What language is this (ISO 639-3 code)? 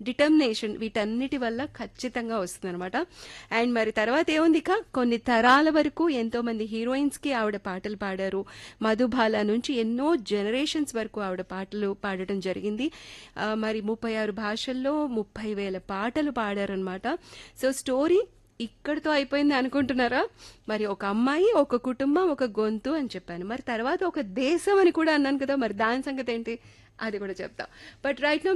tel